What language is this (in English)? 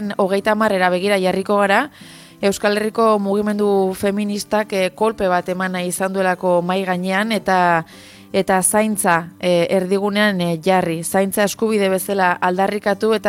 Basque